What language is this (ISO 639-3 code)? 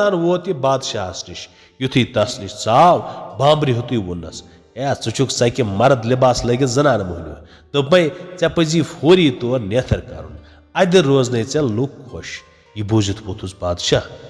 kas